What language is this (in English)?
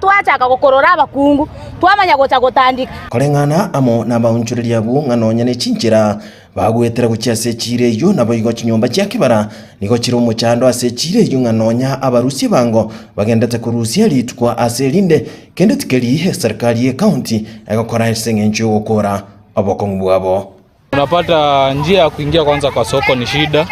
Gusii